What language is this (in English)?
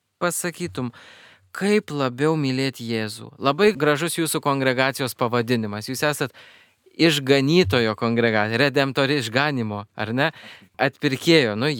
Lithuanian